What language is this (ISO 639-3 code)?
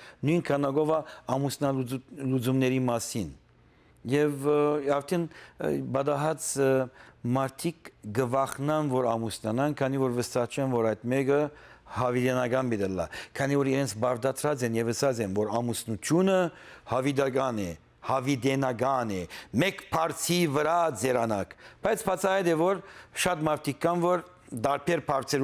hyw